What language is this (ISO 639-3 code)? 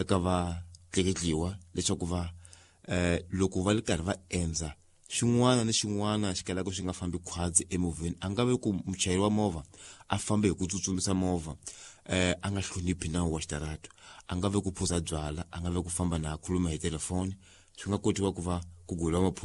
tso